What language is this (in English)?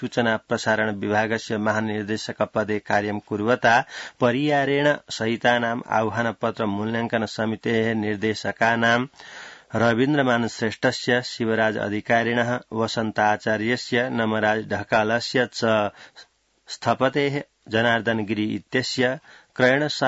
Sanskrit